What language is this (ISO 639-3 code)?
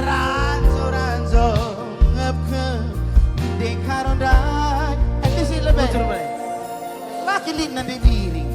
btx